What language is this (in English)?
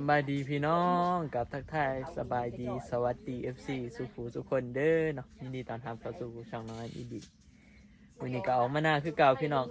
Northeastern Thai